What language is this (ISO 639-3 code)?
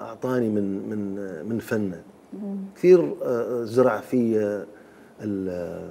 acm